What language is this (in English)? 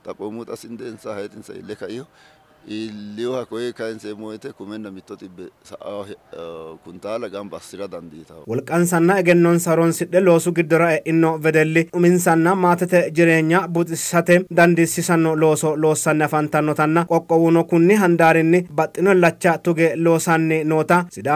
Sidamo